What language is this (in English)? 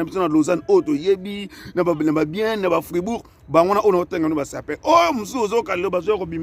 Lingala